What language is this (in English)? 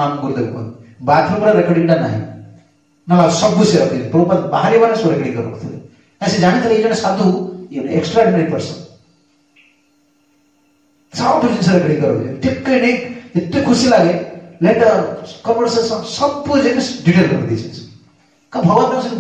Odia